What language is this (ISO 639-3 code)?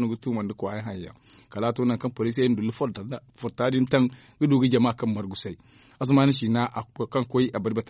dje